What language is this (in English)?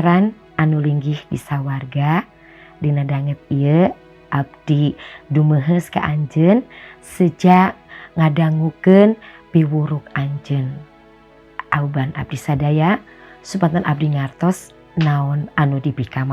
Sundanese